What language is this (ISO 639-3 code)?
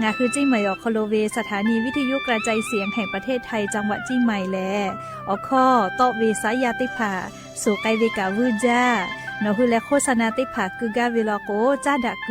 lhu